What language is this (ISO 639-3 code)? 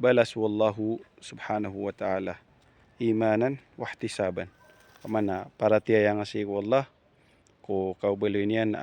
mrw